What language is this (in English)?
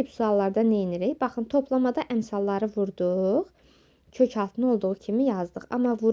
Azerbaijani